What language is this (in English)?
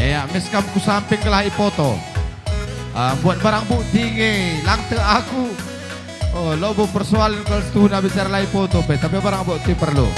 Batak Karo